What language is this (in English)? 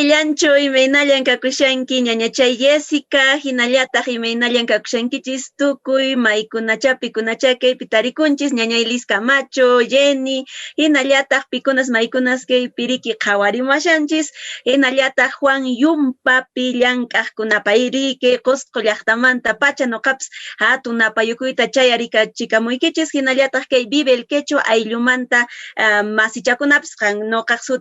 Quechua